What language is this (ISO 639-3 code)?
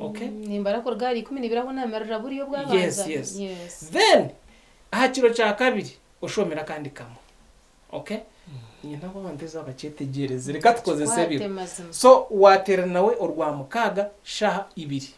nyn